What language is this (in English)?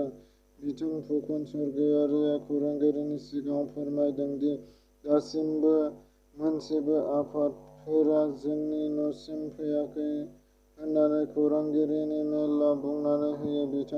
Bodo